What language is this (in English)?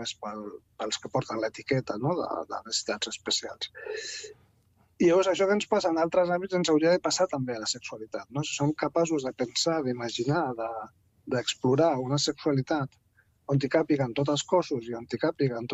Catalan